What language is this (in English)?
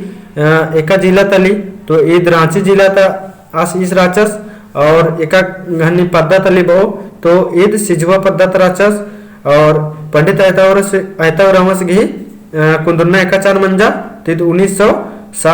Kurukh